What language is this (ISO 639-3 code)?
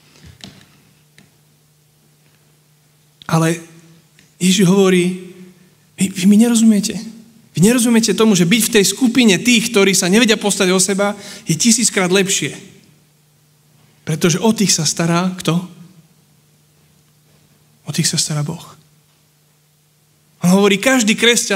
slk